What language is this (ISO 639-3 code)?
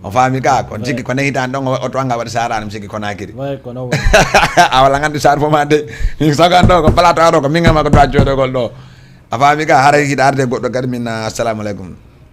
ful